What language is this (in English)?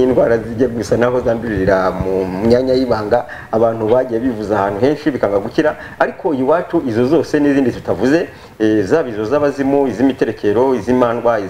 Kinyarwanda